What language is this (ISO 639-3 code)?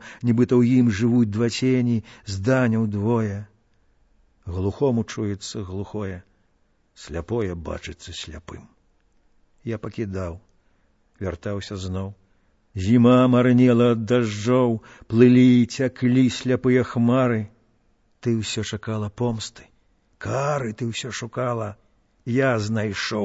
bel